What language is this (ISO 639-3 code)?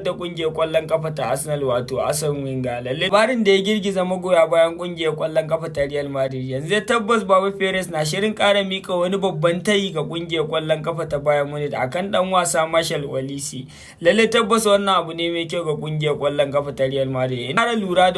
hau